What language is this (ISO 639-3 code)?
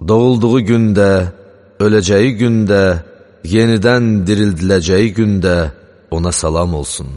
aze